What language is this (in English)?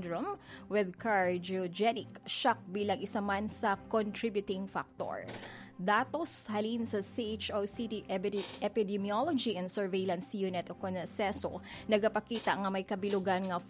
Hiligaynon